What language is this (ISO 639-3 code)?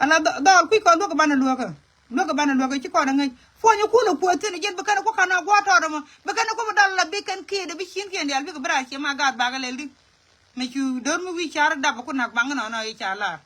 nus